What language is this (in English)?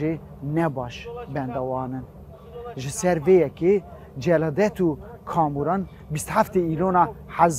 Kurdish